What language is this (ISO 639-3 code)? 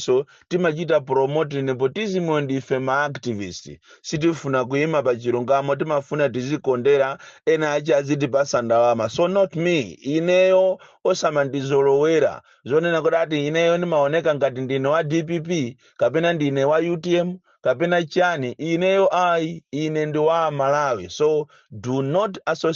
nya